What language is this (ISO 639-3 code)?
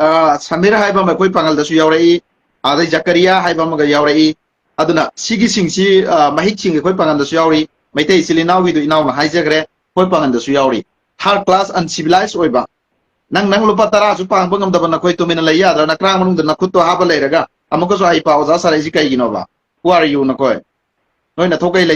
mni